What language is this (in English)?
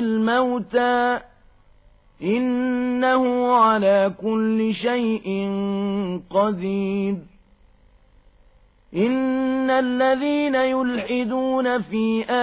Arabic